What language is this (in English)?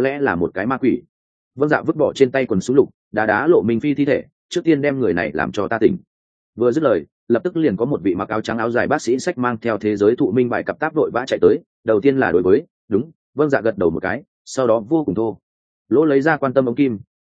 Vietnamese